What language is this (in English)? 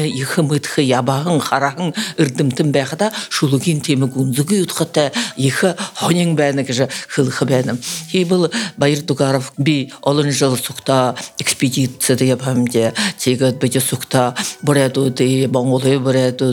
Buriat